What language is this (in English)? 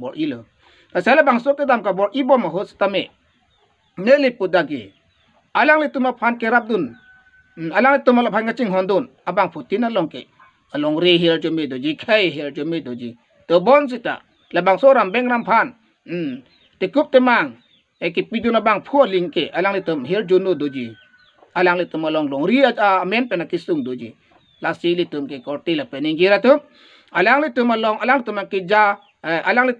Karbi